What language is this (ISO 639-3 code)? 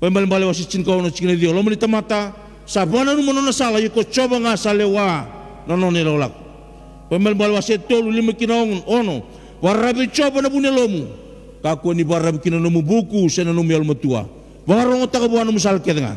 fij